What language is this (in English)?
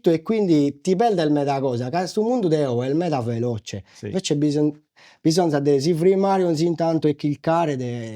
Sardinian